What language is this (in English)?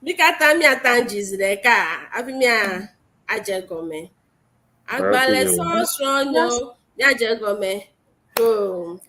Ewe